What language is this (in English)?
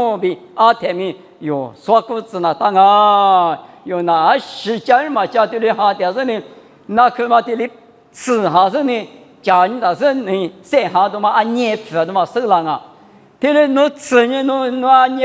Lisu